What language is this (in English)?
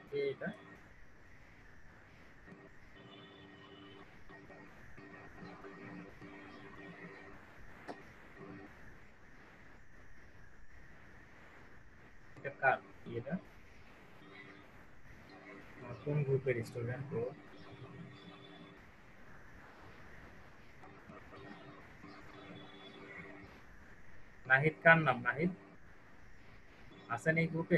Bangla